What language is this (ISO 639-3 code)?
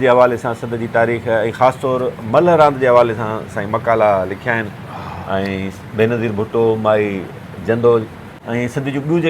snd